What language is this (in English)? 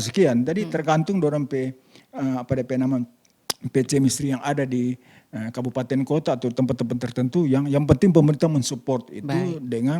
Manado Malay